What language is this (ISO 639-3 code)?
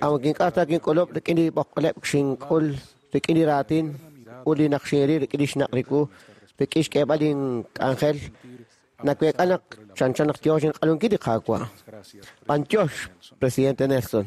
kek